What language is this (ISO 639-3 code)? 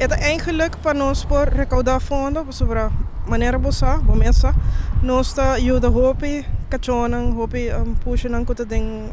pap